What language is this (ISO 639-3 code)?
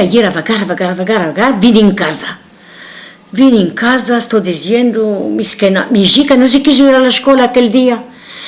lad